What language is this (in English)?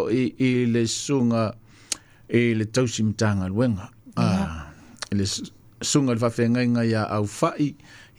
Samoan